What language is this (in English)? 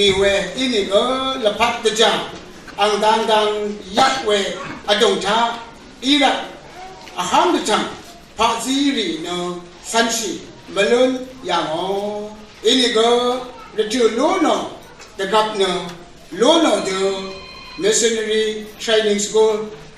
Rawang